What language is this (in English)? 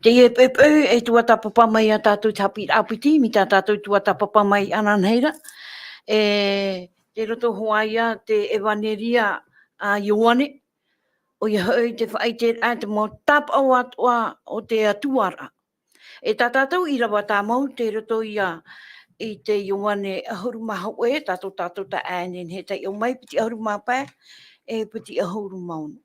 Tahitian